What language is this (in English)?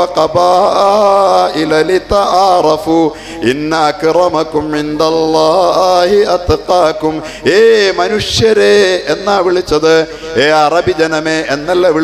Malayalam